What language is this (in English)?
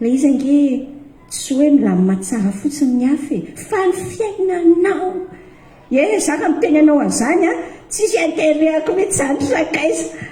Malagasy